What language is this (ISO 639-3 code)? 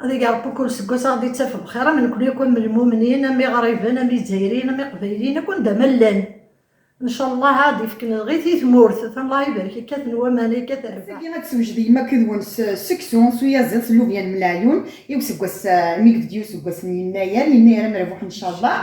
kab